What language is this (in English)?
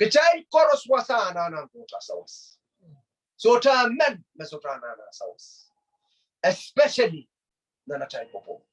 Pohnpeian